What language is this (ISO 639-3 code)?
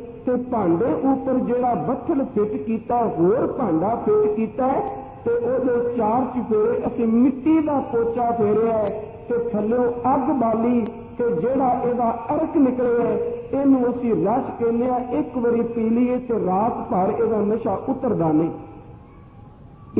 pan